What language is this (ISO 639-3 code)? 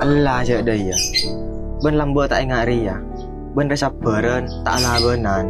mad